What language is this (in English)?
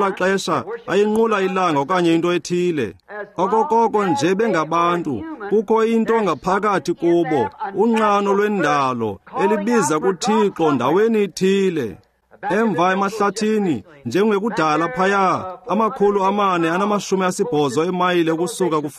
Xhosa